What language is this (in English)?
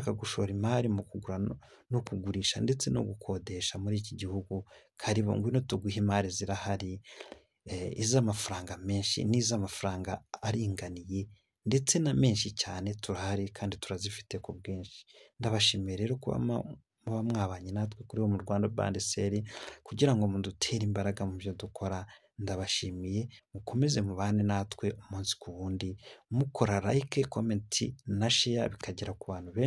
Kinyarwanda